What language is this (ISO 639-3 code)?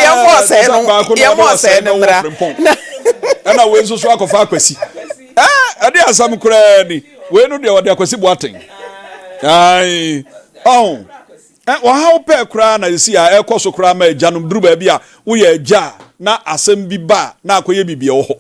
aka